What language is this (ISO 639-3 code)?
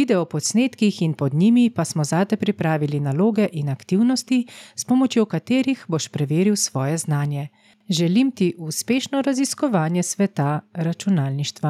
slv